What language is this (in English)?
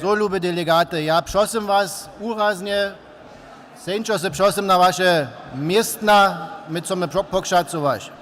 Upper Sorbian